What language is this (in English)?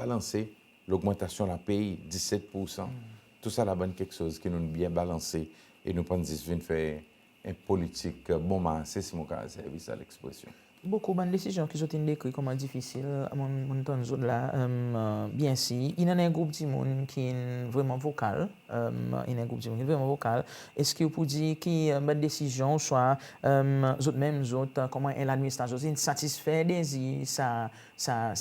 Seselwa Creole French